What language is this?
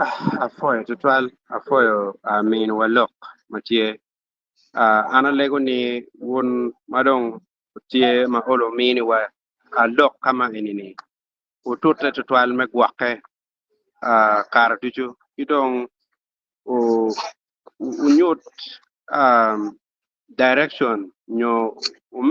Acoli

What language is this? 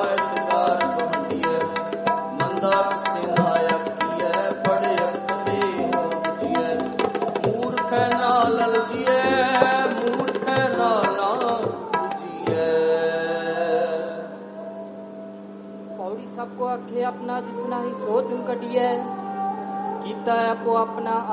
Punjabi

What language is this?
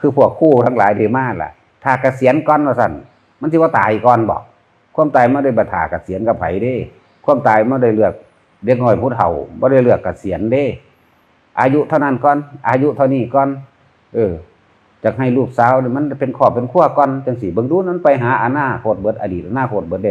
Northeastern Thai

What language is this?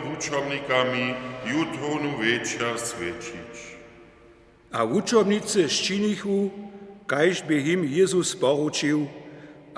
Upper Sorbian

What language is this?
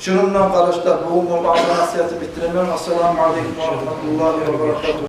Kumyk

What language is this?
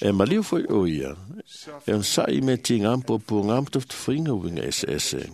Samoan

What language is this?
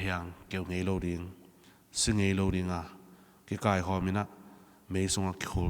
Tedim Chin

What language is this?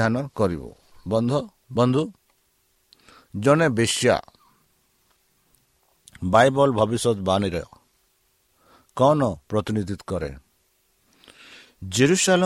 Odia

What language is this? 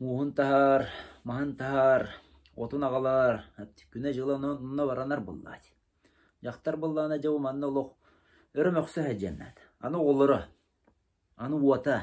Yakut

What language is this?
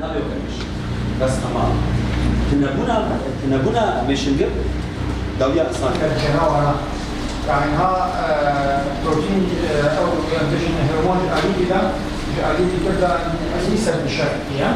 Kurdish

